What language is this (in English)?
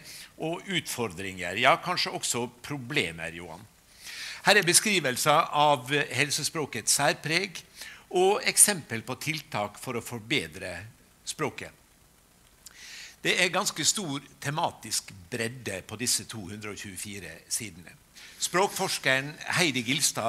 Norwegian